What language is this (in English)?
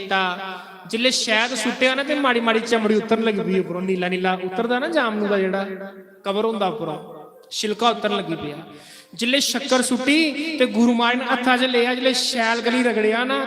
Dogri